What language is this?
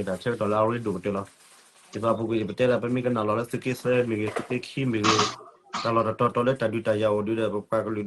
S'gaw Karen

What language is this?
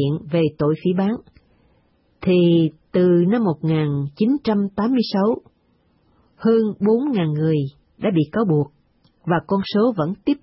Vietnamese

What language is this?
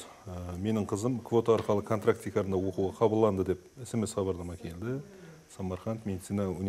Kara-Kalpak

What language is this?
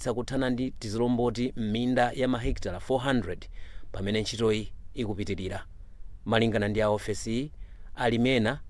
Nyanja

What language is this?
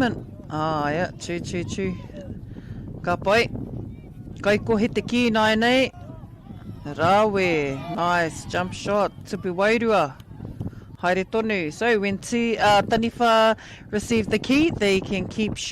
Māori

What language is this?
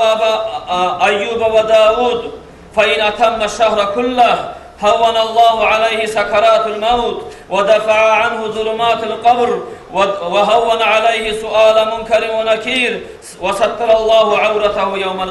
Kumyk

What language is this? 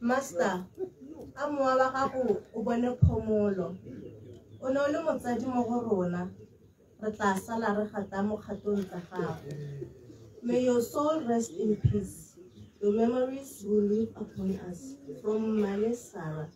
Tswana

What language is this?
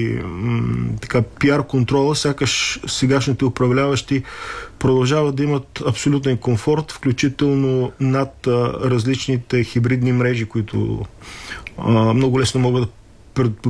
Bulgarian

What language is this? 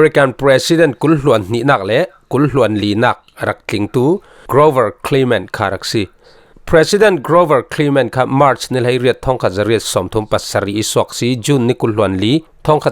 Falam Chin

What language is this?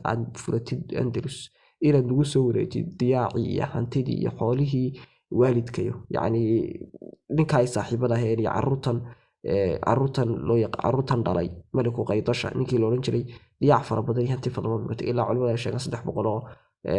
Somali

